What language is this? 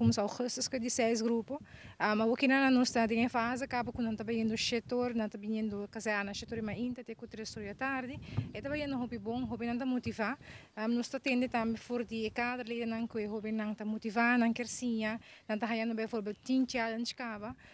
Papiamento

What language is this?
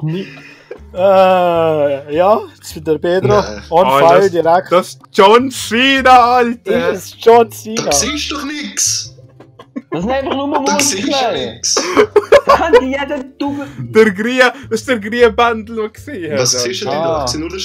Swiss German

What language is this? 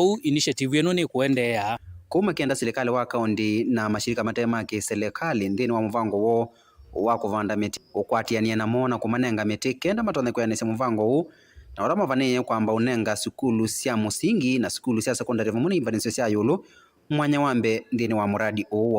Kamba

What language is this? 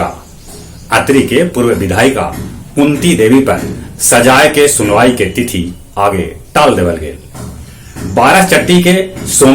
Magahi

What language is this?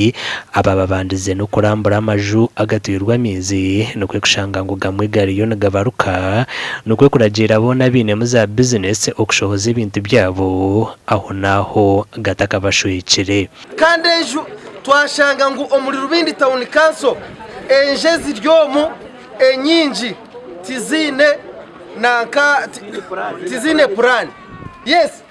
Nyankole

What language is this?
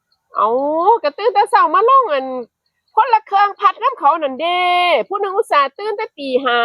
Northeastern Thai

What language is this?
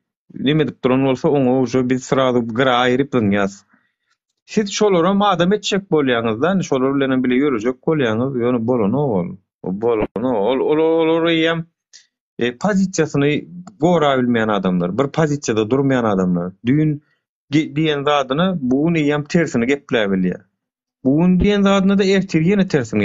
Turkmen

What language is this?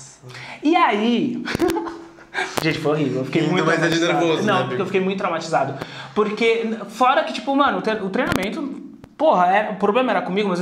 Portuguese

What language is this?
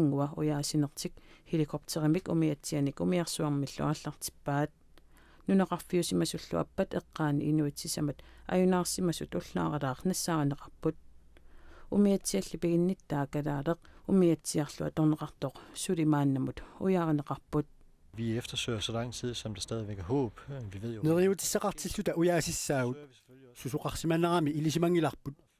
Kalaallisut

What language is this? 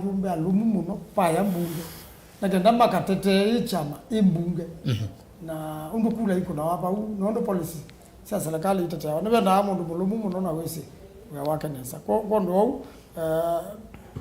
Kamba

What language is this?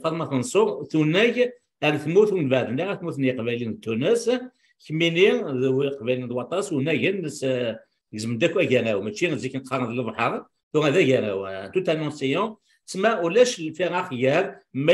Kabyle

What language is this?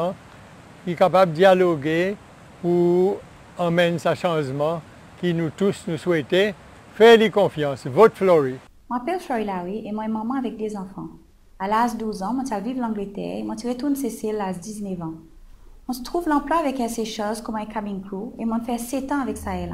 Seselwa Creole French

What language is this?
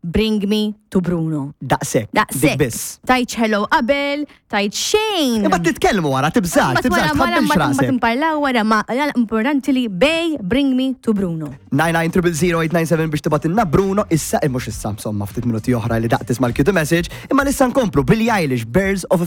Maltese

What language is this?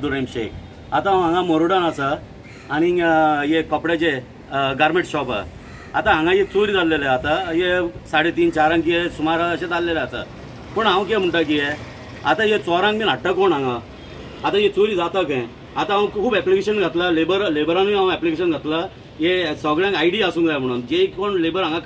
Konkani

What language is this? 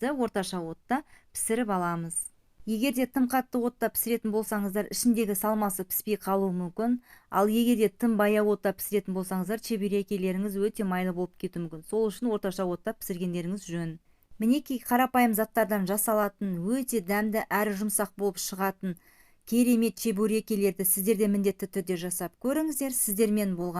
Kazakh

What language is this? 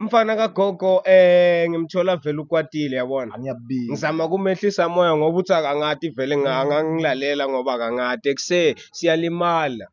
Zulu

